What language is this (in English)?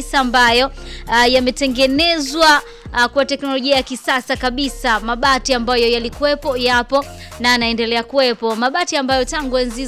Swahili